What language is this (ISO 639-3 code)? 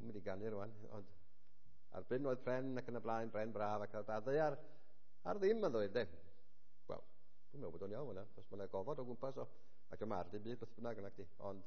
cym